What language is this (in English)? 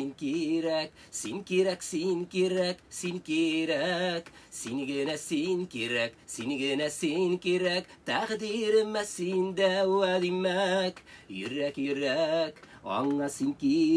Tatar